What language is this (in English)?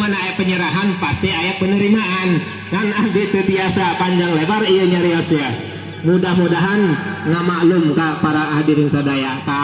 Sundanese